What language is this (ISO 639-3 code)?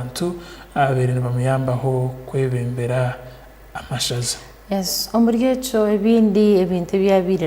ttj